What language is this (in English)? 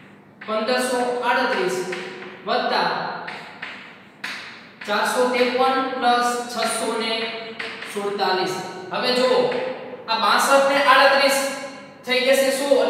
Gujarati